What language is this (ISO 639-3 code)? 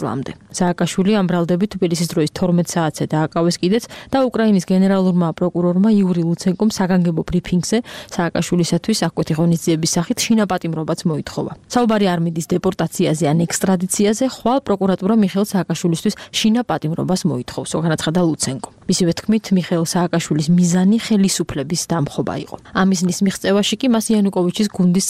kat